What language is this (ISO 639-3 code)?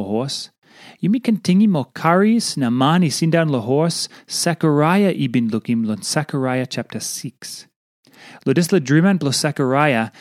tpi